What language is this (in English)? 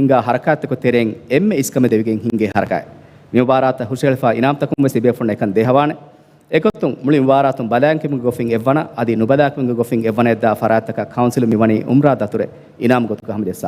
Divehi